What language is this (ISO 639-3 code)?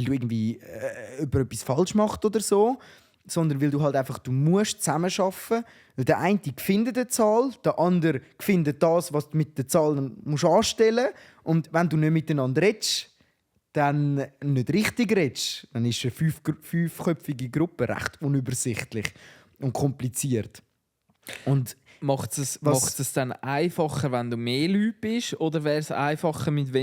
gsw